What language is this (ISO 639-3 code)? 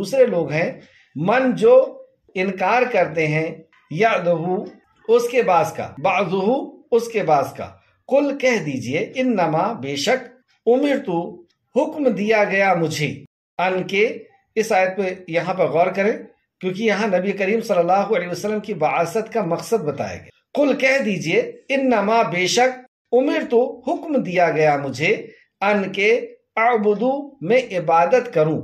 urd